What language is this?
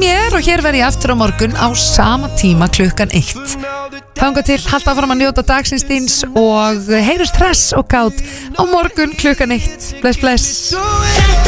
Icelandic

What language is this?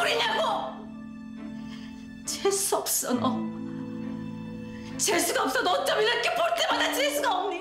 Korean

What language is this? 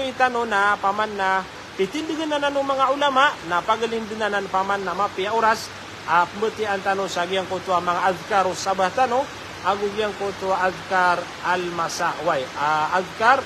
Maranao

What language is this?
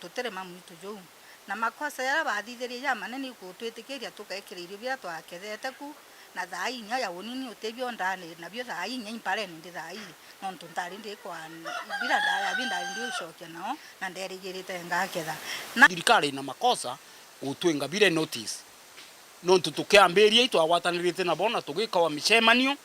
Meru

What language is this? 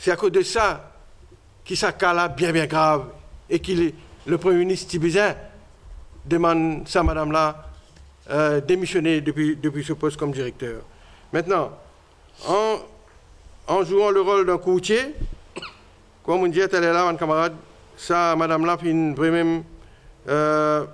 Morisyen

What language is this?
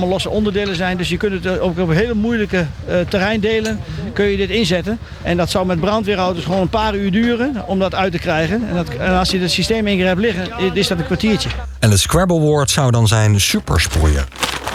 Dutch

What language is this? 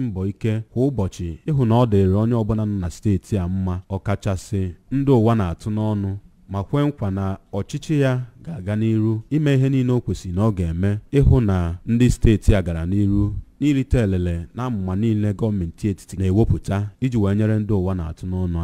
Igbo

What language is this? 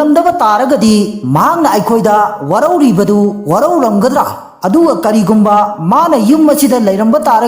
Manipuri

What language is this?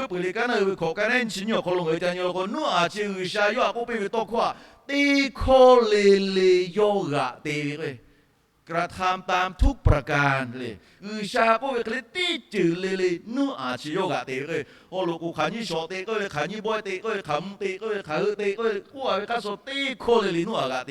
Lahu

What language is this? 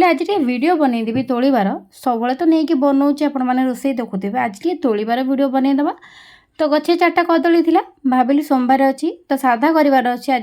Odia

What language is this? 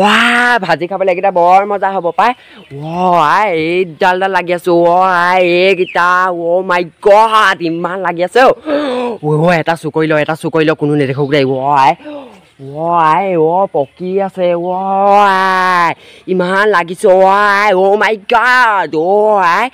Assamese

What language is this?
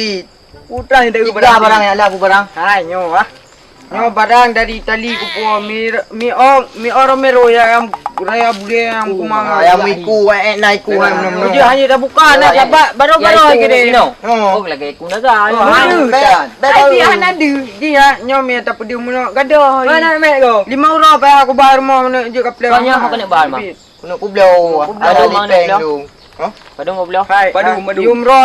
Achinese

